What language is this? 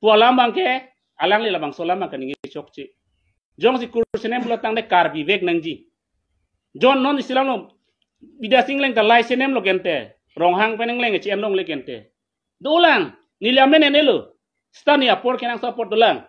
Karbi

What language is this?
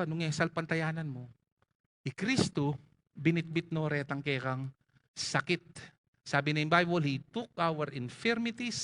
Pampanga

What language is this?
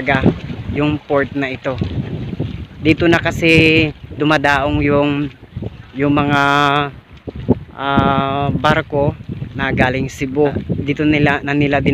Filipino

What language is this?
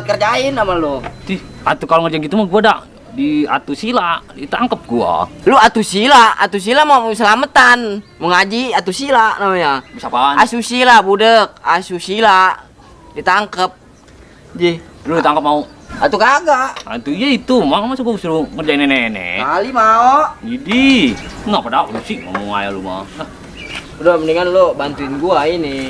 Betawi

